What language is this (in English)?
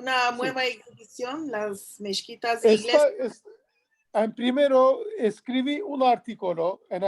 Ladino